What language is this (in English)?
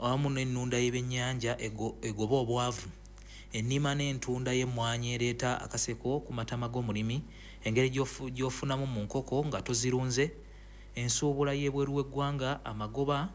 Ganda